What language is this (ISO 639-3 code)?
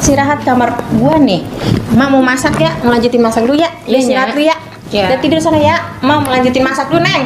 bew